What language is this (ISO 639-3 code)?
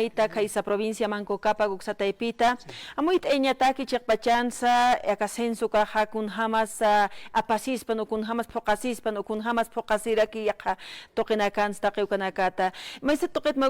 aym